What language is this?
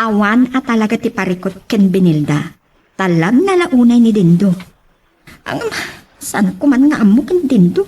Iloko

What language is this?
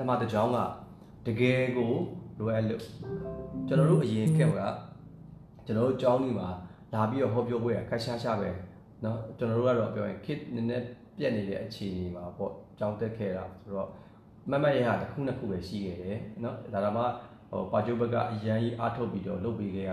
Burmese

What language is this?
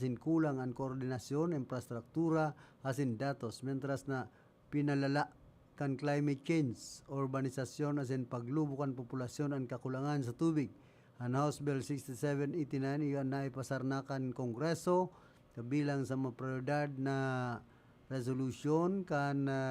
Bikol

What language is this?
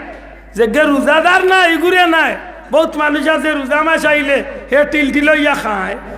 Sylheti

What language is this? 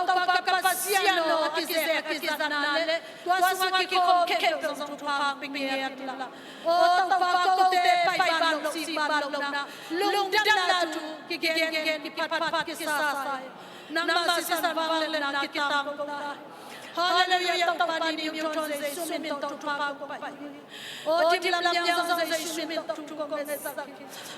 Tedim Chin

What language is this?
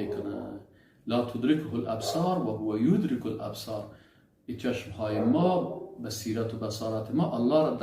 Persian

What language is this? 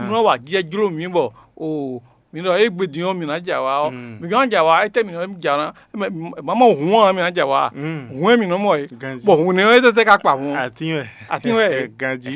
Fon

